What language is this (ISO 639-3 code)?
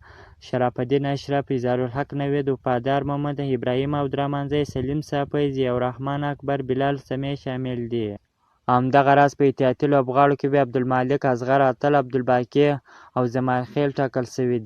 pus